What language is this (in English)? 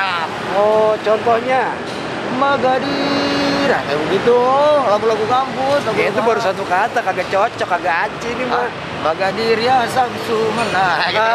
Betawi